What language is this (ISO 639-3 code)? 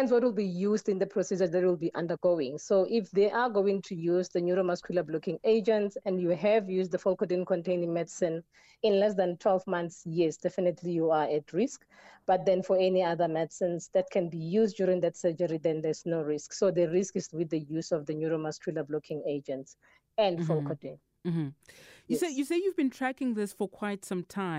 eng